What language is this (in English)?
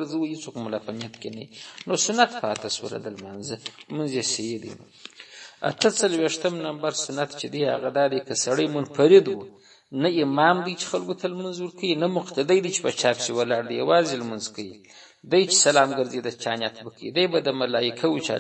Pashto